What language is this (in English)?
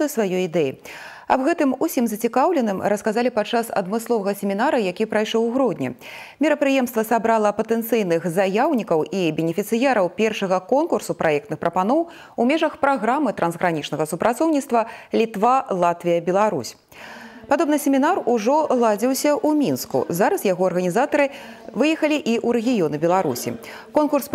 Belarusian